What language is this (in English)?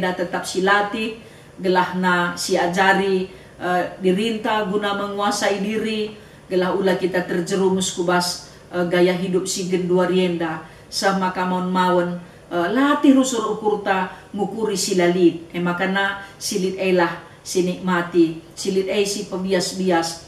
Batak Karo